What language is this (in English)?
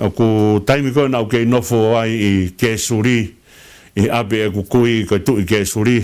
Tongan